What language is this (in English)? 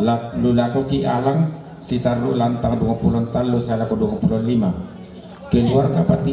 Toraja-Sa'dan